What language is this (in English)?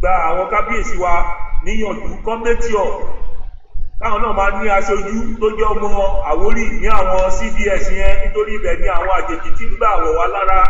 Yoruba